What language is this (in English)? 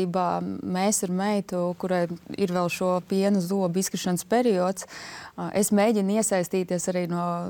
Latvian